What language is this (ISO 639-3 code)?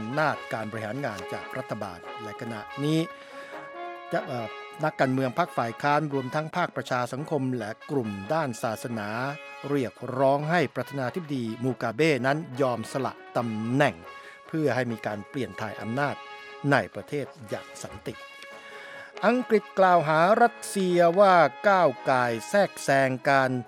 tha